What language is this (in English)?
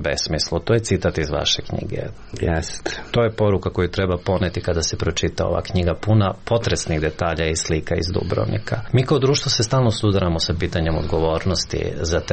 Serbian